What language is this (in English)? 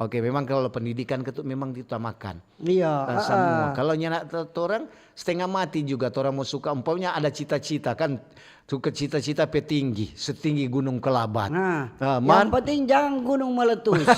Manado Malay